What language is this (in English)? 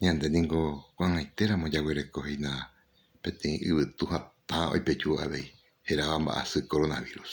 Guarani